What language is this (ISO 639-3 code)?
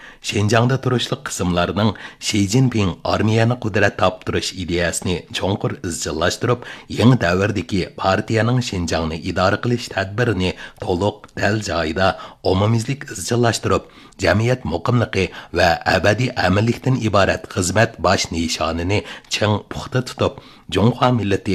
uig